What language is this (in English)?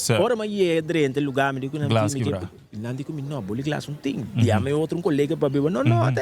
Papiamento